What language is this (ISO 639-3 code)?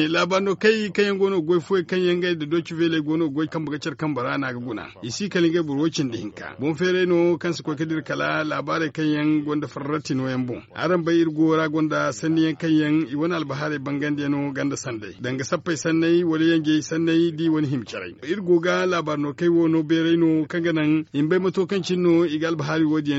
dje